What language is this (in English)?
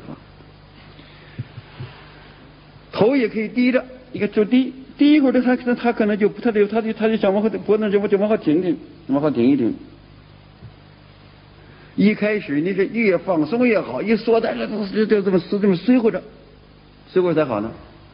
Chinese